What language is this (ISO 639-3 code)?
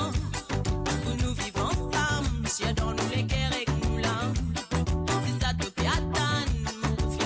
mfe